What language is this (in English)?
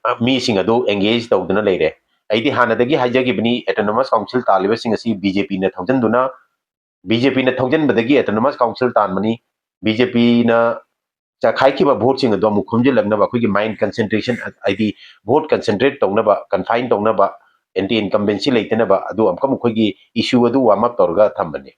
Manipuri